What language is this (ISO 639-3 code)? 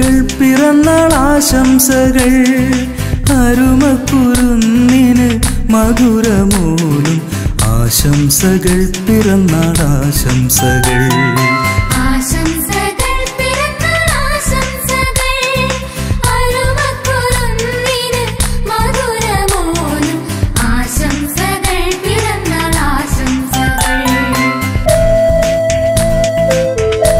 mal